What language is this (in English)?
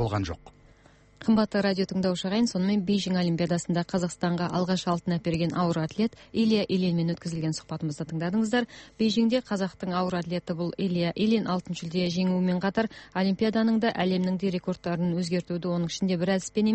Kazakh